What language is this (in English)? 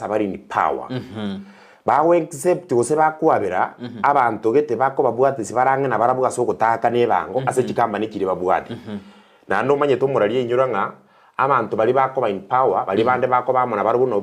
Gusii